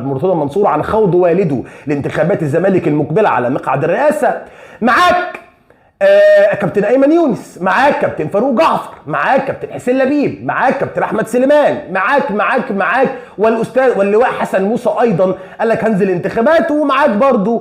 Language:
Egyptian Arabic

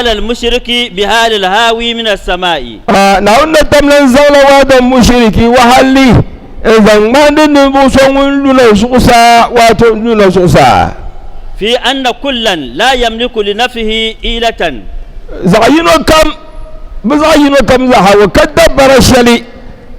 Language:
Dagbani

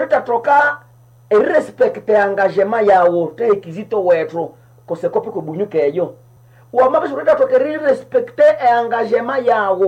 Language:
Nande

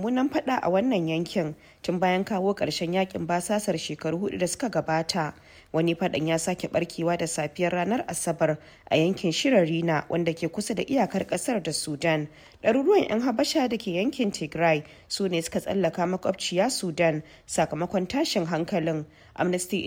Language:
Hausa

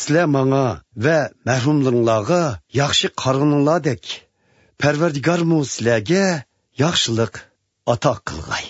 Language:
Uyghur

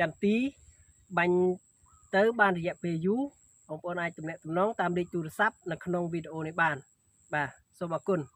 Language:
Khmer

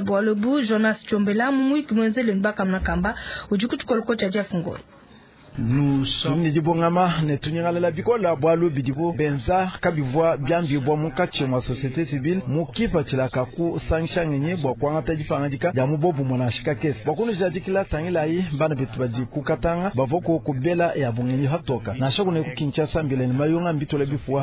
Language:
Luba-Lulua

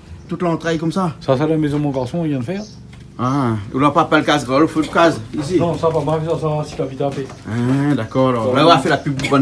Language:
Réunion Creole French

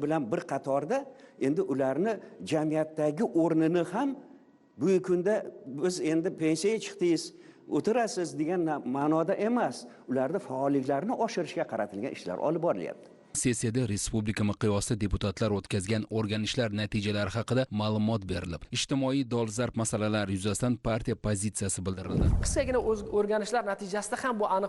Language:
Uzbek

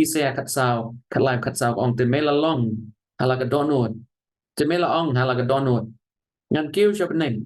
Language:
Khasi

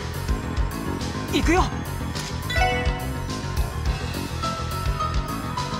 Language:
Japanese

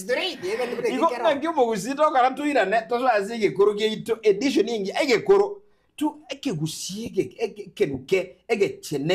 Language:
Gusii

